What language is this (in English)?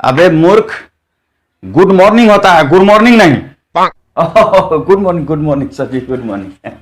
Angika